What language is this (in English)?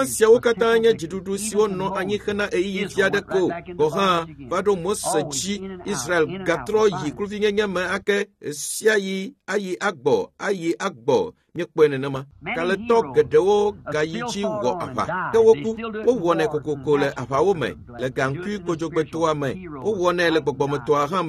Ewe